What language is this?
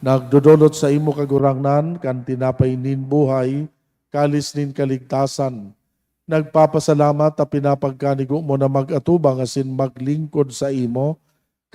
Bikol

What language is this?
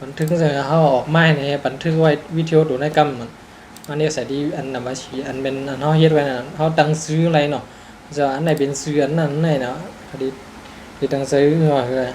Shan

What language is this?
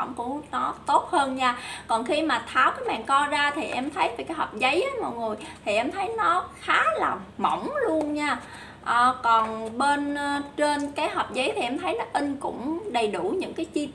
Vietnamese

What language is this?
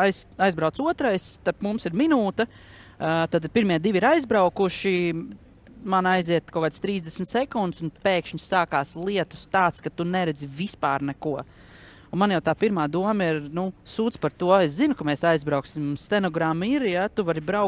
Latvian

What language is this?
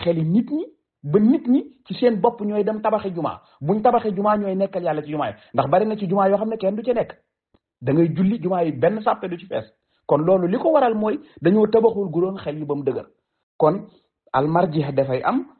Wolof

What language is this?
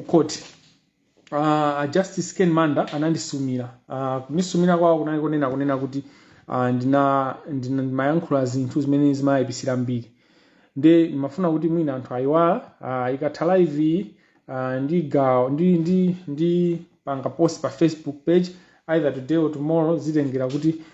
Nyanja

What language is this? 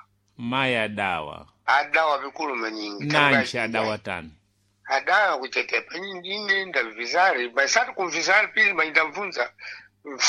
Sena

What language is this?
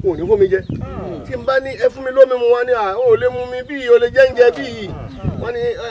Yoruba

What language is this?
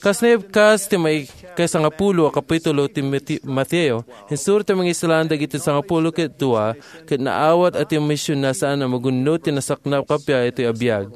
Iloko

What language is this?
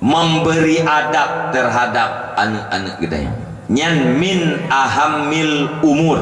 Achinese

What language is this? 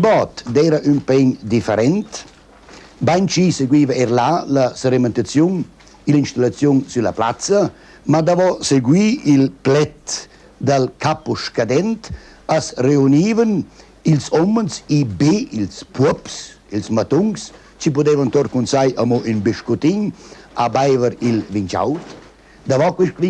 Romansh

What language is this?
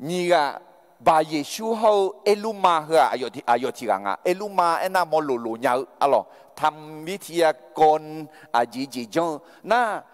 Akha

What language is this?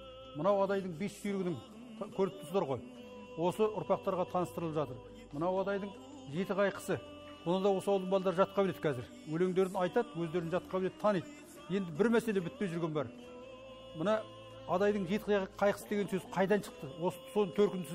Kazakh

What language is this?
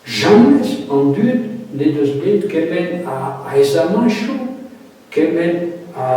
Breton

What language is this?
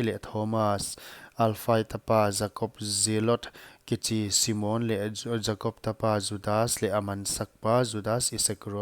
Paite Chin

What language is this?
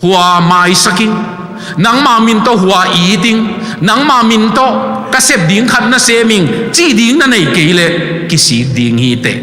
Tedim Chin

